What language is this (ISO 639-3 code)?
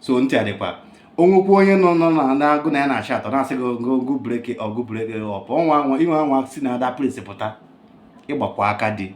ibo